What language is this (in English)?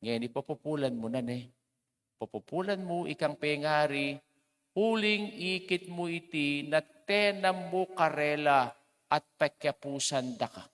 Pampanga